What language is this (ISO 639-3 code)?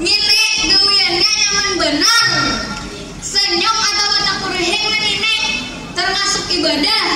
bjn